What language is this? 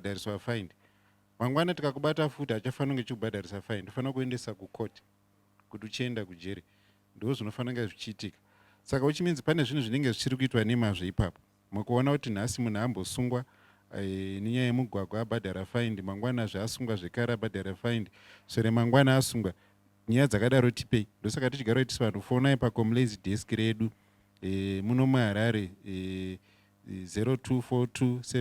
Shona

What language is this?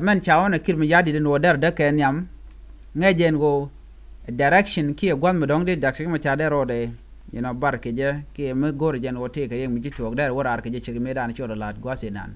Nuer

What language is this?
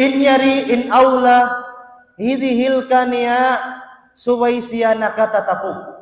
Tausug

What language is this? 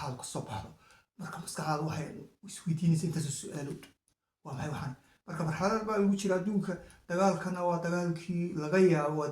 Somali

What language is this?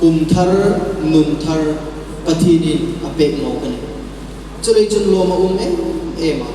Hmar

